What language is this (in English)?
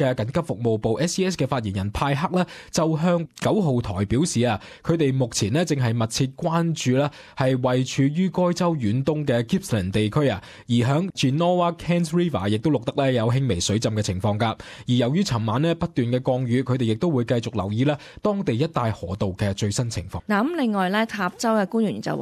Cantonese